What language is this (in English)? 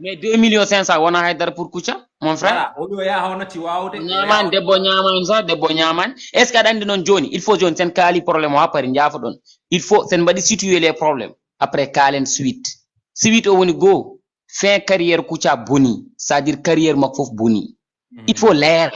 Fula